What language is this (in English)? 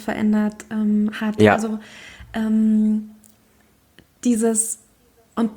German